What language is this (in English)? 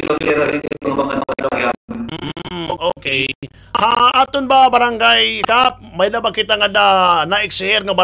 Waray